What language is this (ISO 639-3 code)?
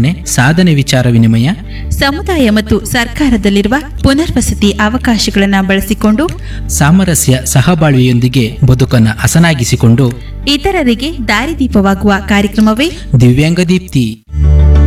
kan